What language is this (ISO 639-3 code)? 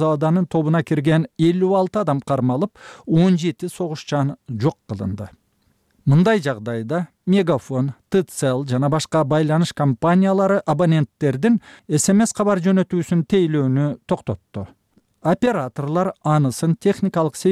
kir